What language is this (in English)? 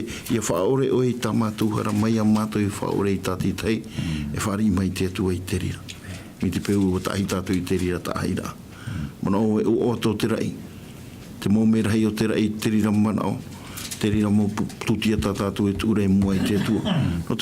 Tahitian